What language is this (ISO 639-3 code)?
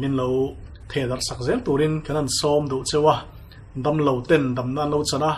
lus